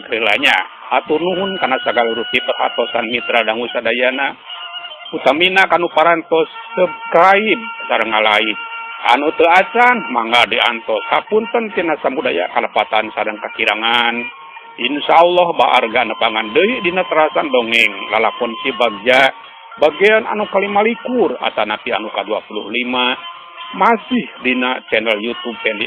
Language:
Sundanese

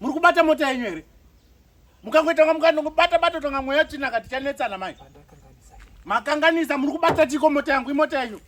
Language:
Shona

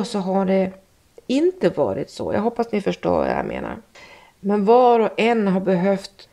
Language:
Swedish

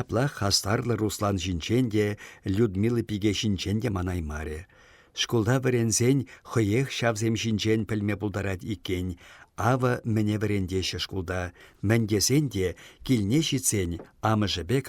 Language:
Chuvash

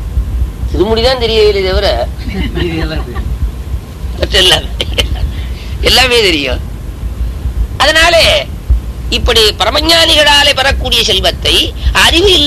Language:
Tamil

